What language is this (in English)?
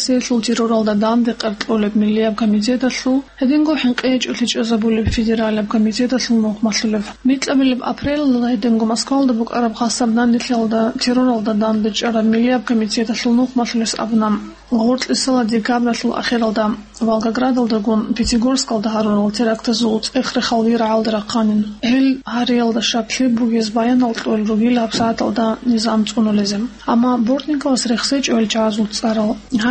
Avaric